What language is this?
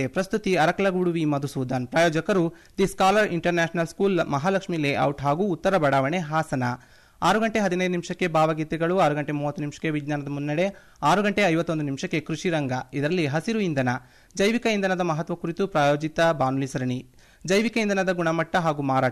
Kannada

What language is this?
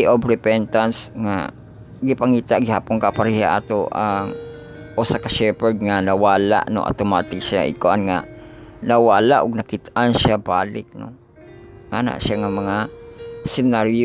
Cebuano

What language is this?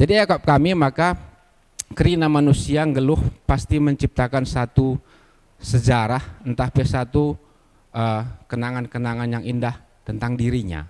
Batak Karo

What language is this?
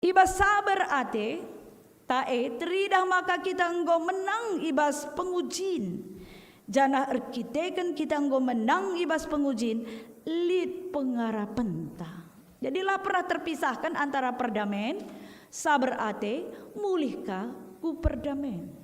Batak Karo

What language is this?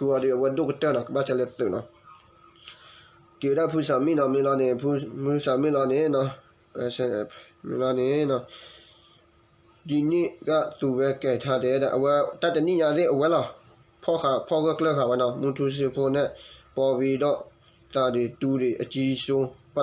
S'gaw Karen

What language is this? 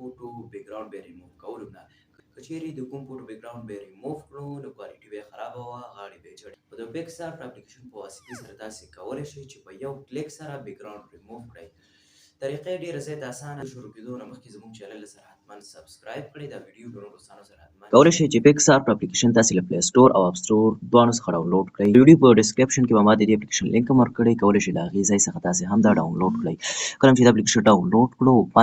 Pashto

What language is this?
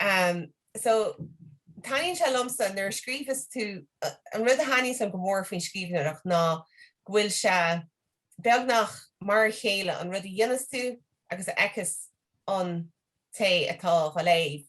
Irish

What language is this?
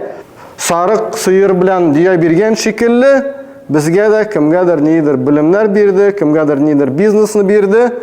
Tatar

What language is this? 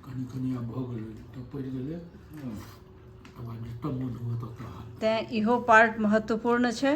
Maithili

